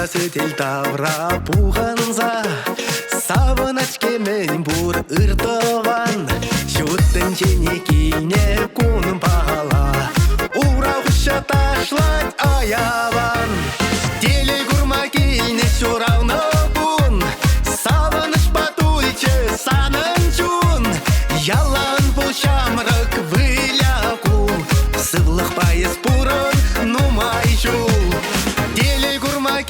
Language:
Chuvash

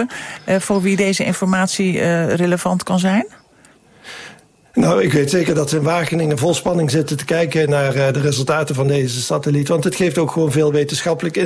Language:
Dutch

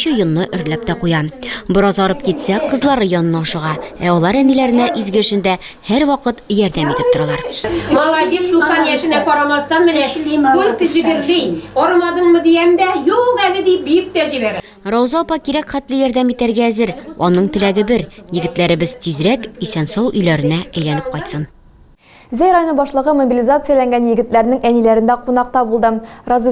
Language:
Tatar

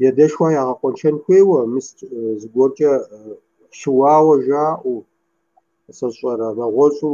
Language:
Kabardian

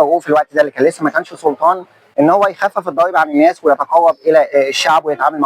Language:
Egyptian Arabic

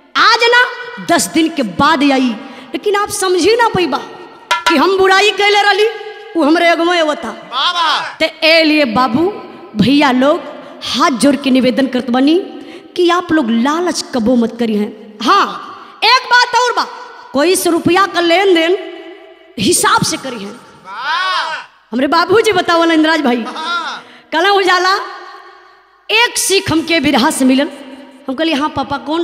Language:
Bhojpuri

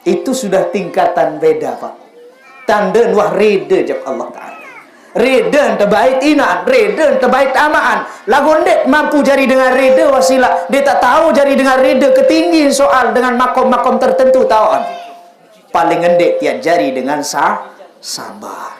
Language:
Sasak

